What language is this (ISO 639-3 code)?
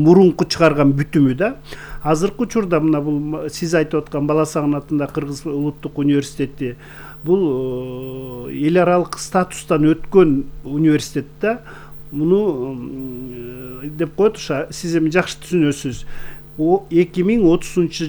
kir